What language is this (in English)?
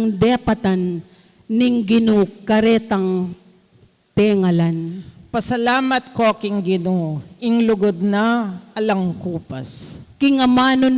Pampanga